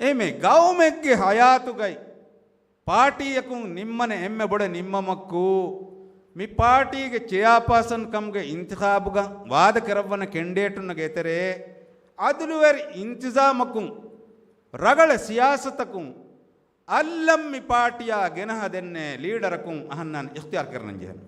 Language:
Divehi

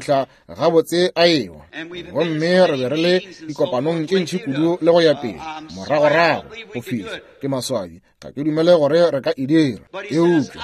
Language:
Northern Sotho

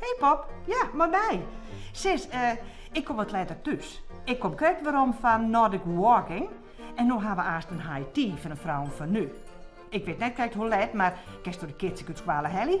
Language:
Western Frisian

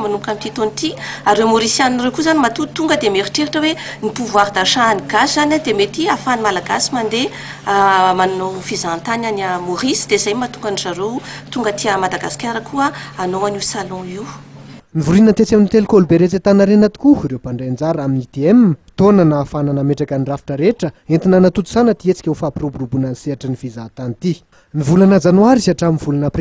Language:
Malagasy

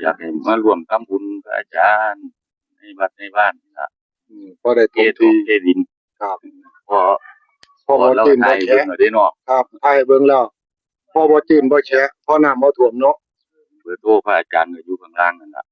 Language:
Northeastern Thai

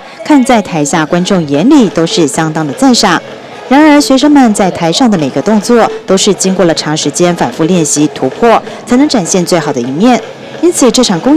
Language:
Chinese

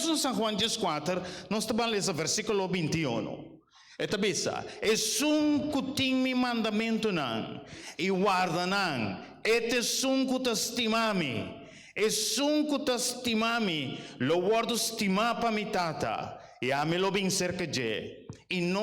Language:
Papiamento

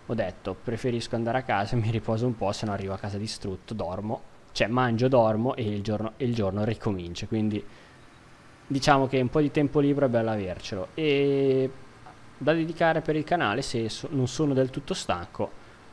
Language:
Italian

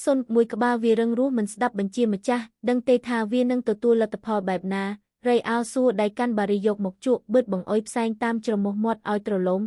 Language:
Khmer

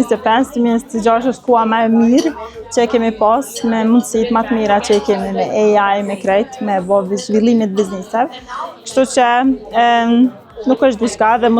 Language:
Albanian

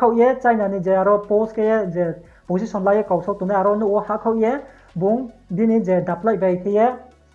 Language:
Riang (India)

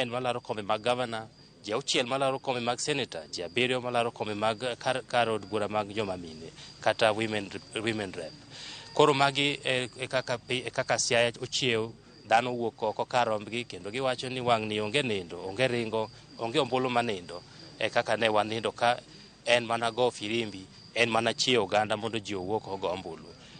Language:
Luo (Kenya and Tanzania)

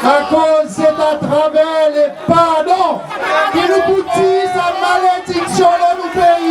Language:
Seselwa Creole French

